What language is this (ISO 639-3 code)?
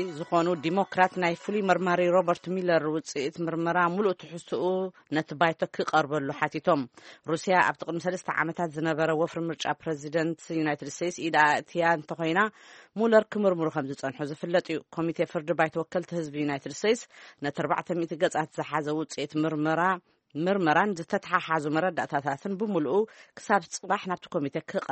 tir